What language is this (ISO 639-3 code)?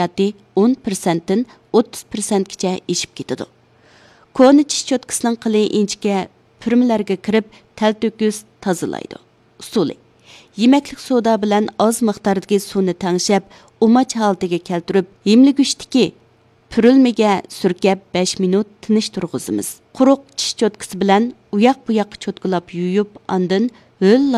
uig